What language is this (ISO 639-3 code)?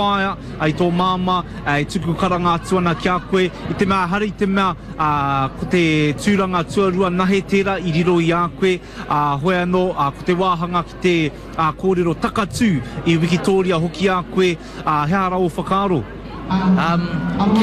mri